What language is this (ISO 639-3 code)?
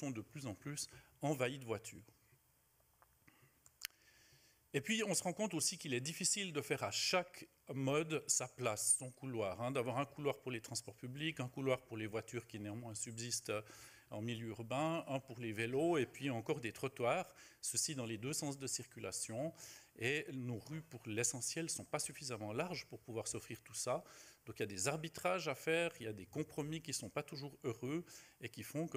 fra